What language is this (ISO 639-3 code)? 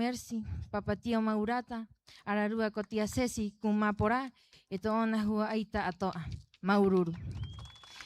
rap